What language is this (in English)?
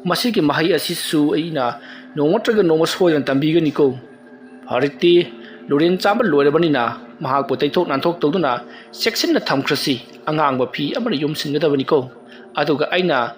Manipuri